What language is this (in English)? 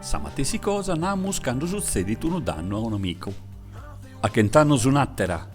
Sardinian